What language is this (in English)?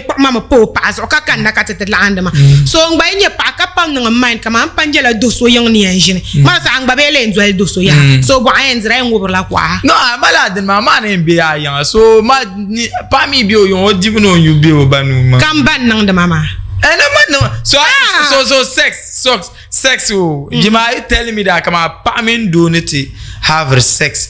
Dagbani